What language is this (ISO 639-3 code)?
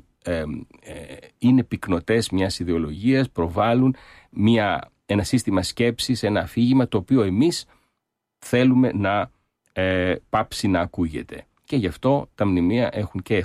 ell